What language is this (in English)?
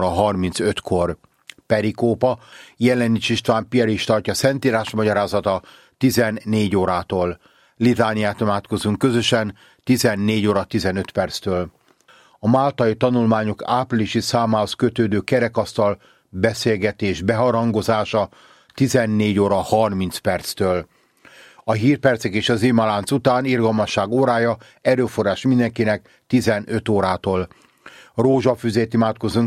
Hungarian